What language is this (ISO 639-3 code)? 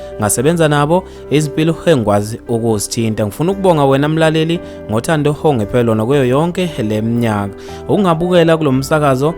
zul